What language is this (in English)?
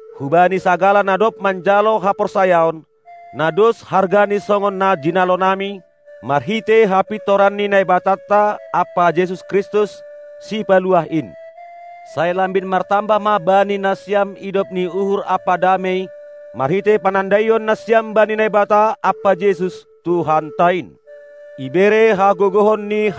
Batak Simalungun